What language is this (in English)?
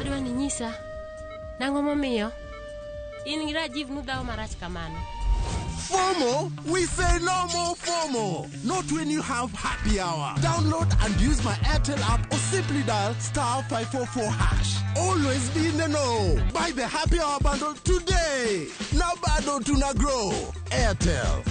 Luo (Kenya and Tanzania)